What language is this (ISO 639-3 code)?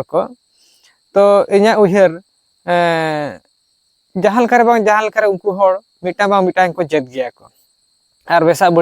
sat